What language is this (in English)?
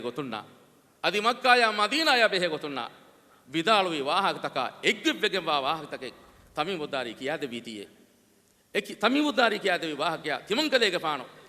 Divehi